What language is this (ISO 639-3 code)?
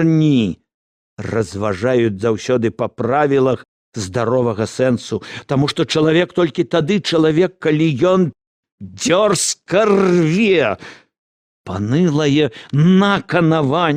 bel